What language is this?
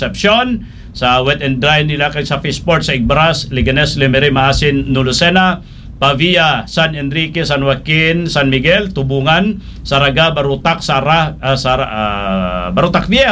Hiligaynon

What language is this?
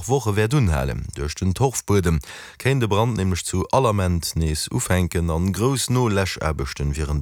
Luxembourgish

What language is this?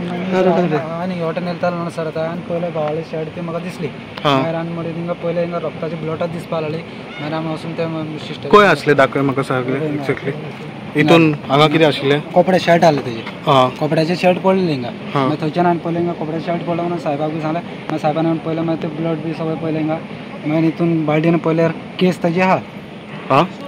Konkani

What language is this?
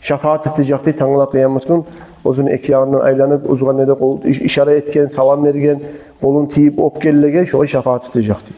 Kumyk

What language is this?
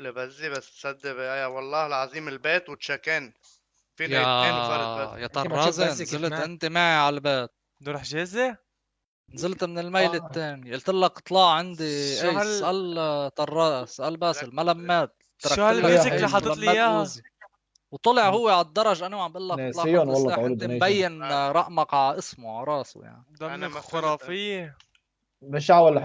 North Levantine Arabic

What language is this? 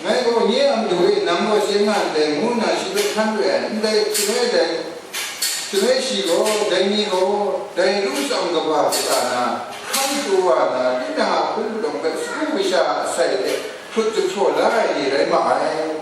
Kachin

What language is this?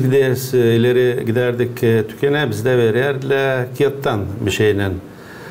Gagauz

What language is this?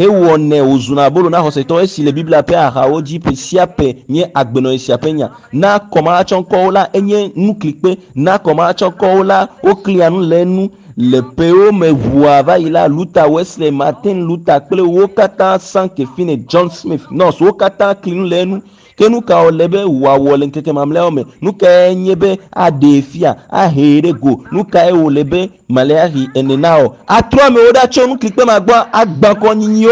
Ewe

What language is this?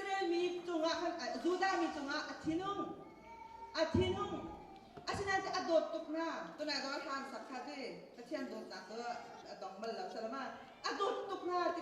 Hakha Chin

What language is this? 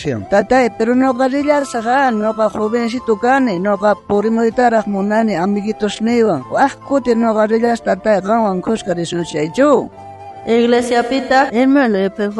South Bolivian Quechua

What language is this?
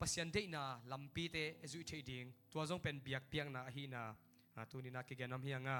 Tedim Chin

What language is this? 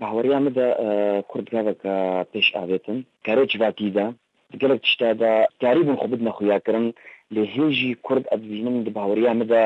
Kurdish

